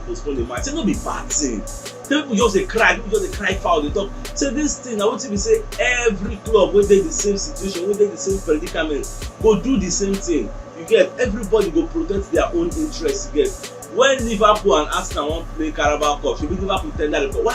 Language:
Nigerian Pidgin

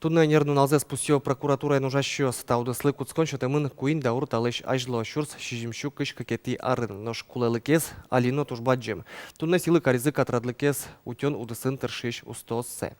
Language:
Udmurt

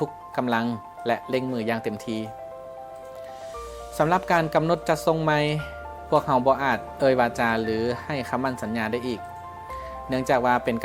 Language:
Lao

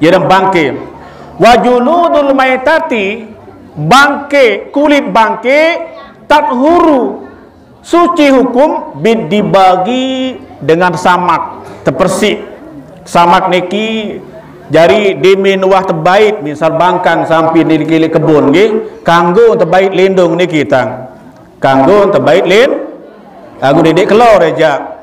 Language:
Sasak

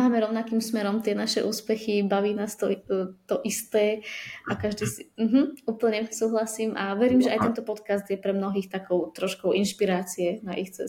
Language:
Slovak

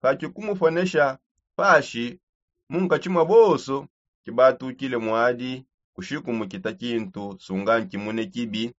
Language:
Songe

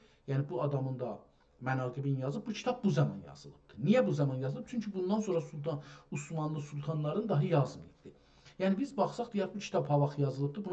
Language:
South Azerbaijani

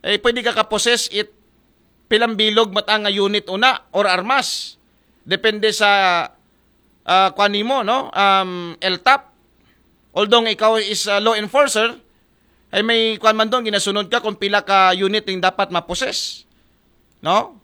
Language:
Aklanon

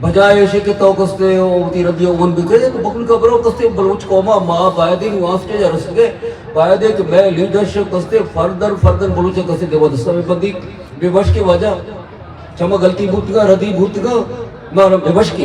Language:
Eastern Balochi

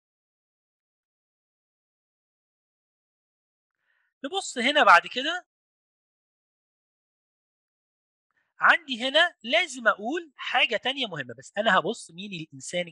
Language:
Egyptian Arabic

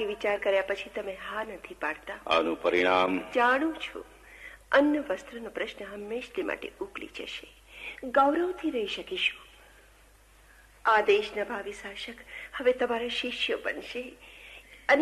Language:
Gujarati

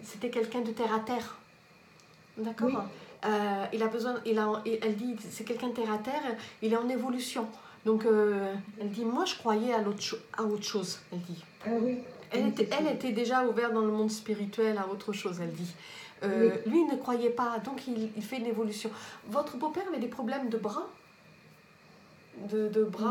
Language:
French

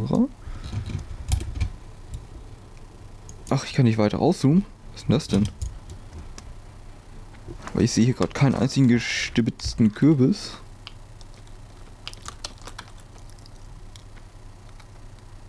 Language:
German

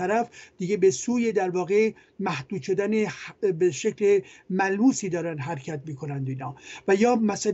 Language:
Persian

